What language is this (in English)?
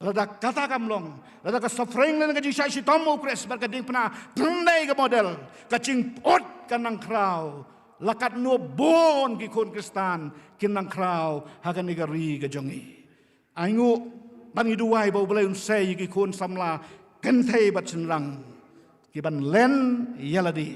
Khasi